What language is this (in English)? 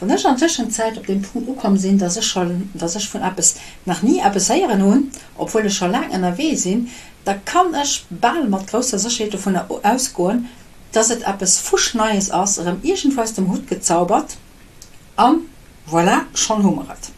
Luxembourgish